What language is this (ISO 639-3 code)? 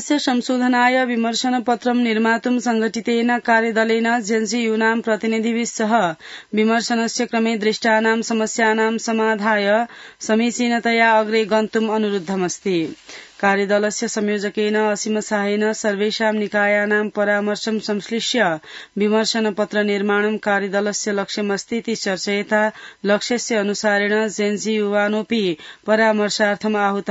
san